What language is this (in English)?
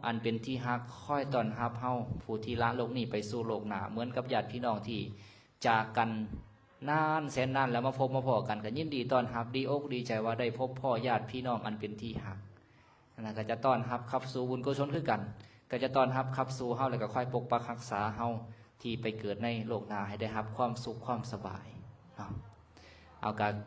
Lao